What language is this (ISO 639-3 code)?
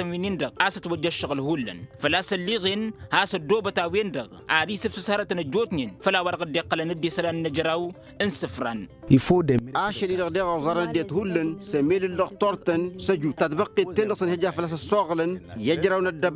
taq